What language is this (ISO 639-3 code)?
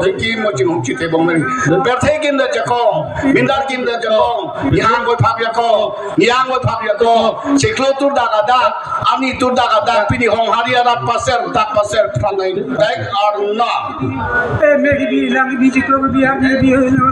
mjw